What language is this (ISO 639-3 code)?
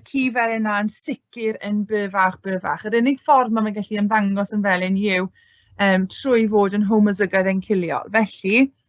cym